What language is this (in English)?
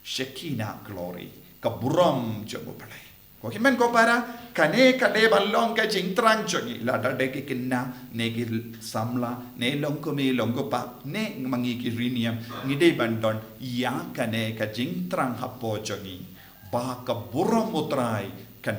Khasi